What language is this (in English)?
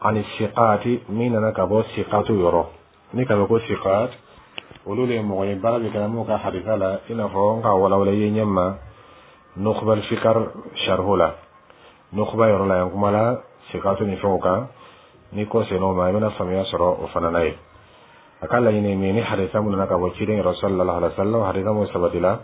Dyula